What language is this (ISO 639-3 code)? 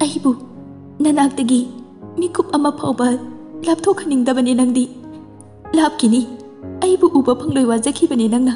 mni